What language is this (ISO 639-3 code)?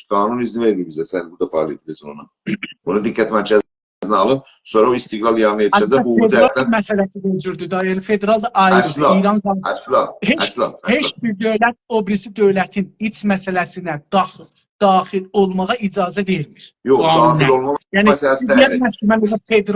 azb